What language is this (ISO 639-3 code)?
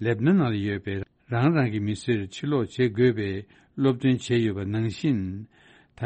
bod